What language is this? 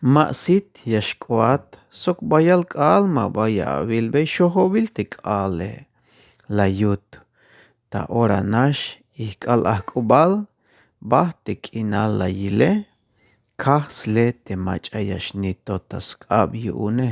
Tzeltal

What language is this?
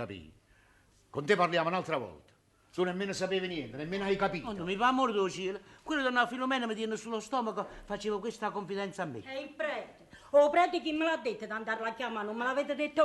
Neapolitan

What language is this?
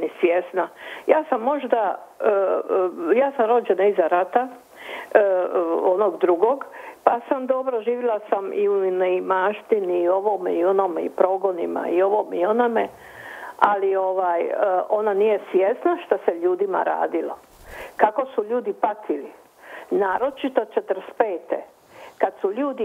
Croatian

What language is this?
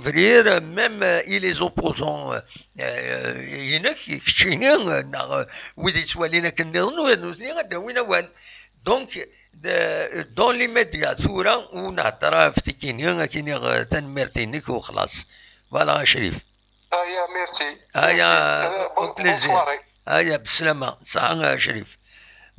Kabyle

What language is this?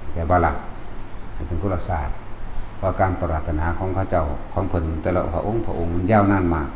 Northeastern Thai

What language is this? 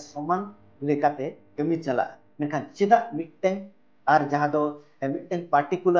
Santali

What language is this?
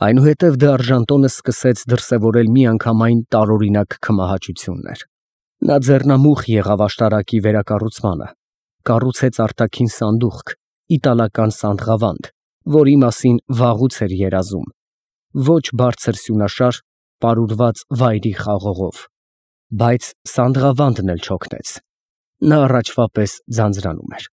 Armenian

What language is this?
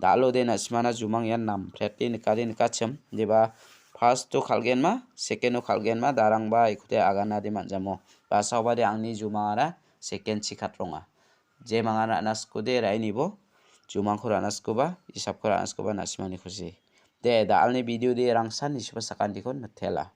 Garo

